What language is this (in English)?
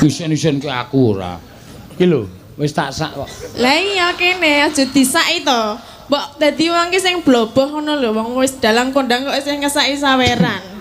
Javanese